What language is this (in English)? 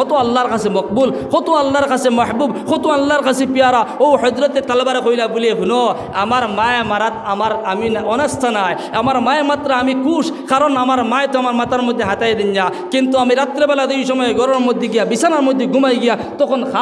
Sylheti